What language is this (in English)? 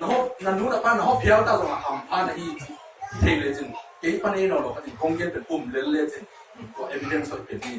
Tedim Chin